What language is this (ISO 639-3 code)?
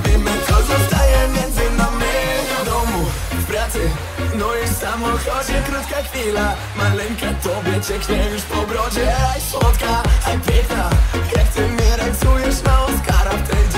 pol